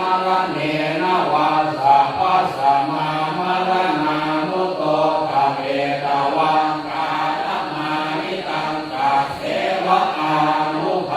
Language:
Pali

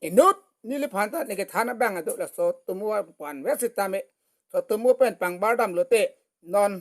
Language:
Karbi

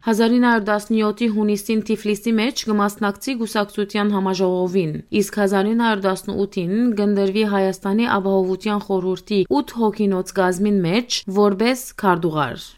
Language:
Western Armenian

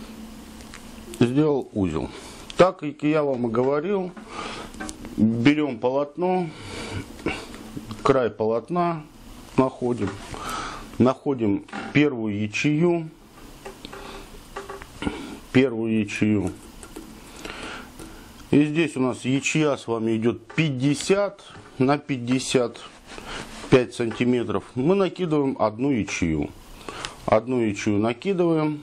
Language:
Russian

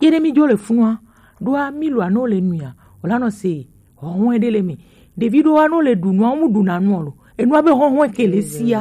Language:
Gen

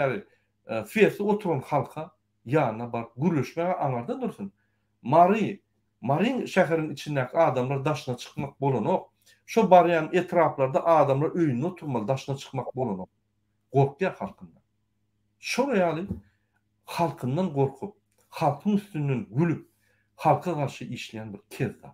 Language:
Turkmen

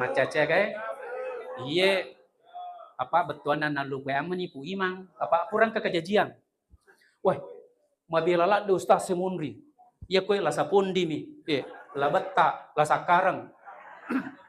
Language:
Buginese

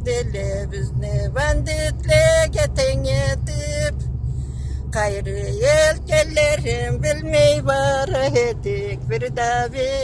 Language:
Karachay-Balkar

